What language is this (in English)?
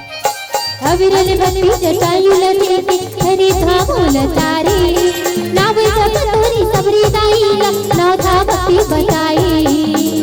Chhattisgarhi